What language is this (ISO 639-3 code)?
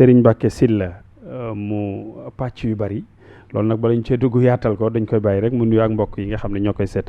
wol